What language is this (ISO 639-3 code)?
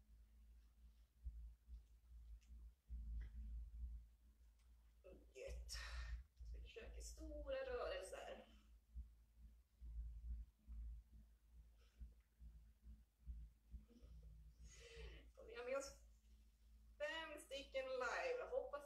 swe